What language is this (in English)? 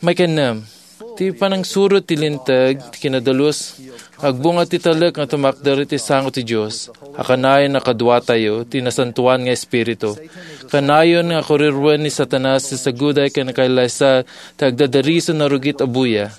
Iloko